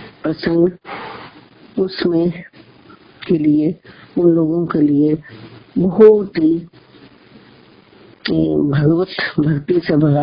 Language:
Hindi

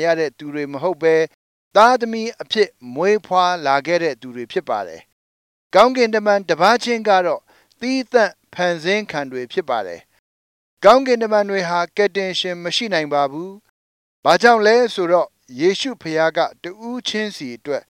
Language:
Burmese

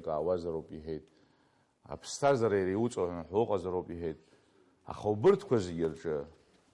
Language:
Abkhazian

